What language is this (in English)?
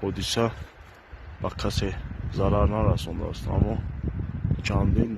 Tajik